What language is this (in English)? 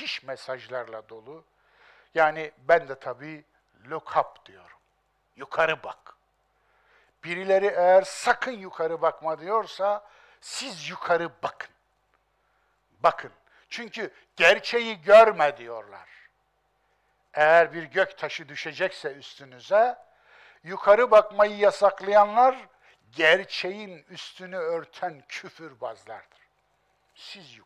Turkish